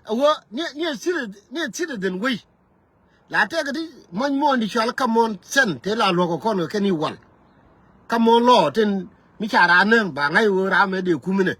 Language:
Nuer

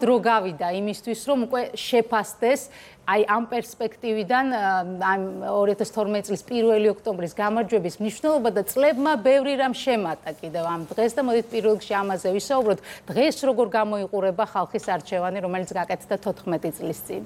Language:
Georgian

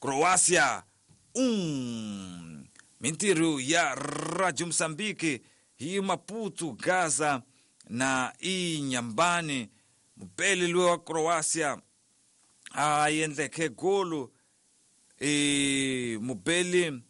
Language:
Tsonga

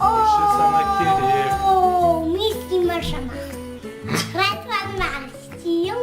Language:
Crimean Tatar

